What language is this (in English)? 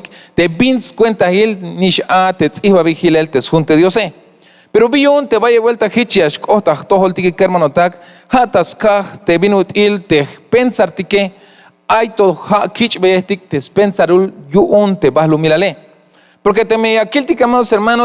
Tzeltal